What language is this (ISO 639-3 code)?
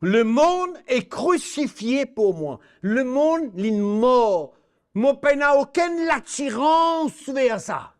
mfe